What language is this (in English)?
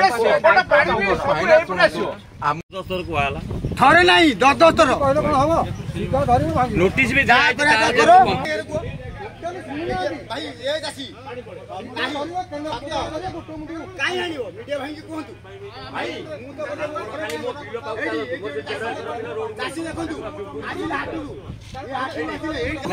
Odia